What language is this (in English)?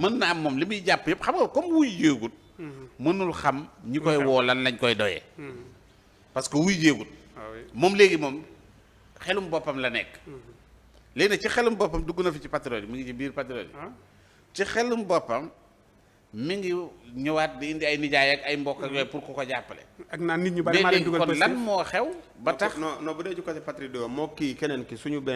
Wolof